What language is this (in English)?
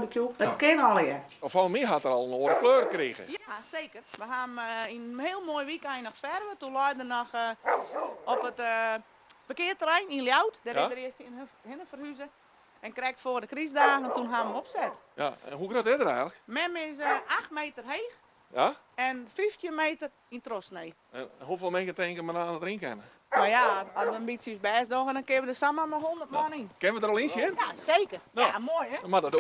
Western Frisian